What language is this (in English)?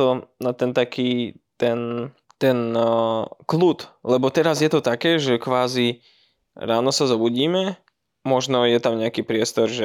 Slovak